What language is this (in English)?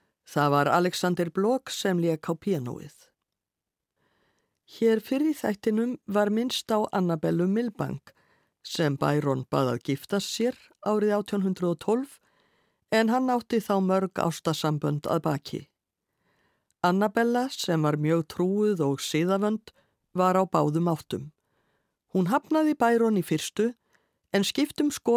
Icelandic